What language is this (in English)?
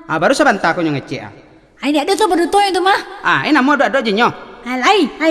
Minangkabau